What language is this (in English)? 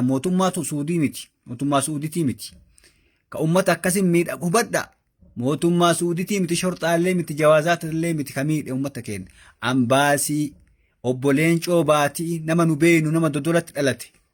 Oromo